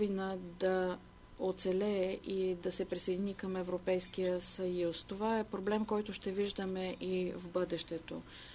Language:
Bulgarian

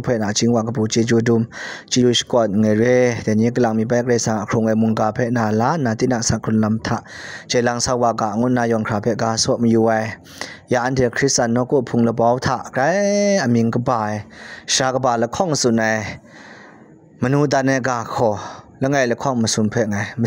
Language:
Kachin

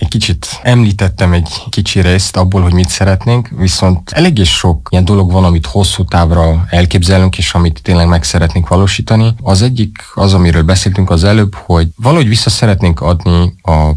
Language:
Hungarian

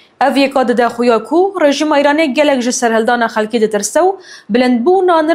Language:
Kurdish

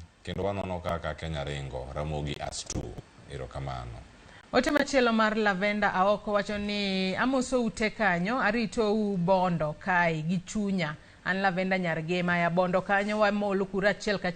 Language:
Luo (Kenya and Tanzania)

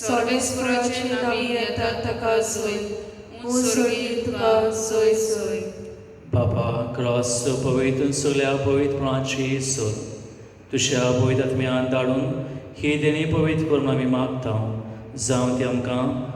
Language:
Konkani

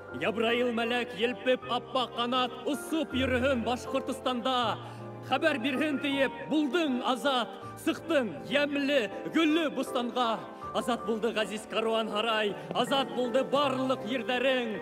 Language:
Bashkir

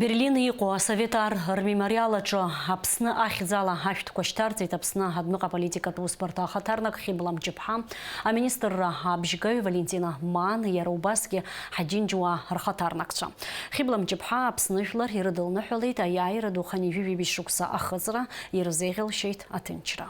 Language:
Abkhazian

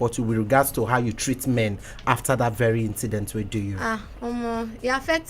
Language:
Nigerian Pidgin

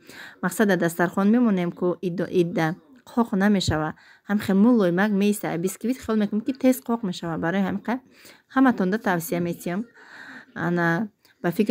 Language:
Tajik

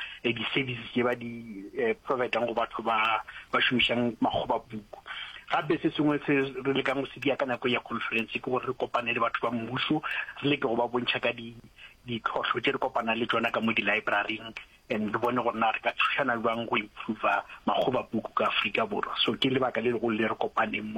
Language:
Northern Sotho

